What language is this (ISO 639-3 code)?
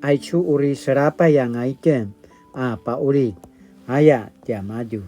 pwn